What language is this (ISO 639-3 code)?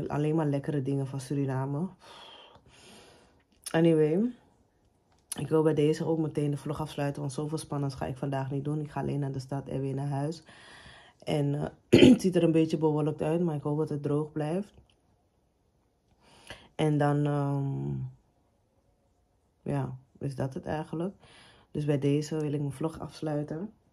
nld